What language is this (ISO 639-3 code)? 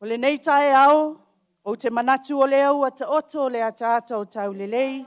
smo